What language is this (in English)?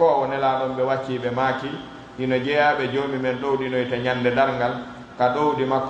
Pular